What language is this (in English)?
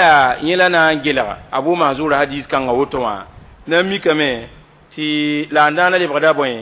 Mossi